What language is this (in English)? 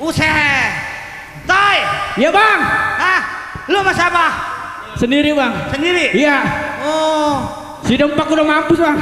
Betawi